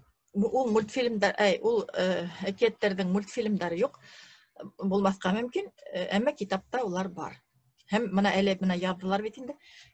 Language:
Bashkir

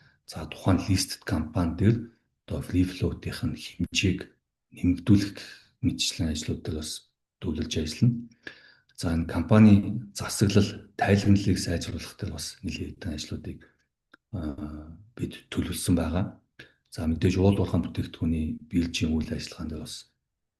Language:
Mongolian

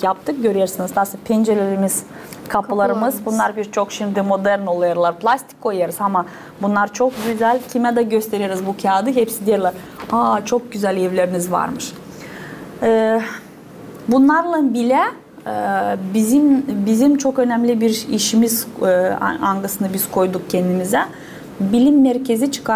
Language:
Gagauz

